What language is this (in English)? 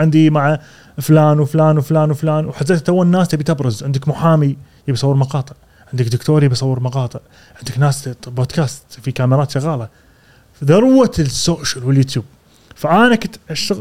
Gulf Arabic